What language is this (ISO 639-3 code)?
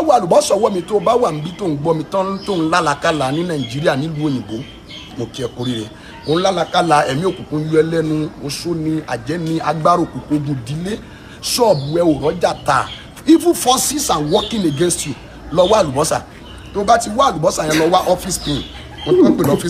yor